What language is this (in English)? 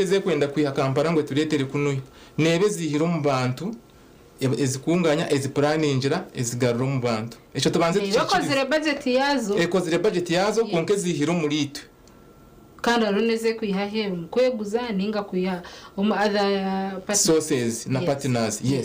Nyankole